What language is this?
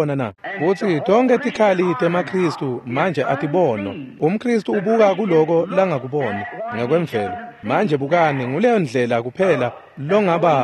Swati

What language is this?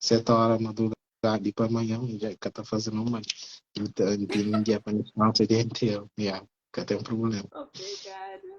Kabuverdianu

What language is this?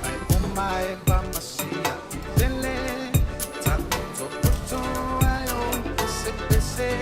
Samoan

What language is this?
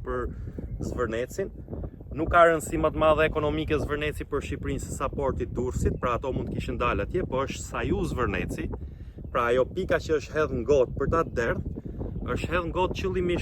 Albanian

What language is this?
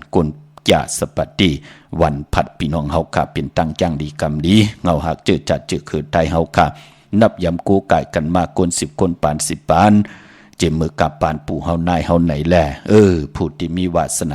Shan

